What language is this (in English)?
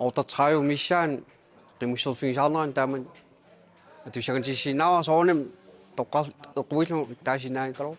Kalaallisut